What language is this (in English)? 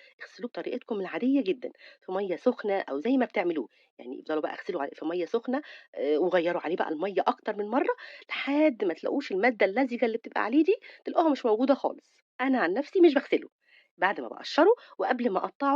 Egyptian Arabic